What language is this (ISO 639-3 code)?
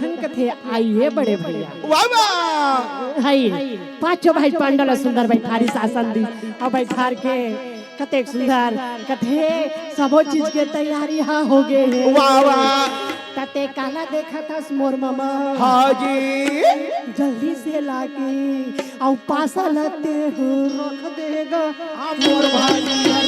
hne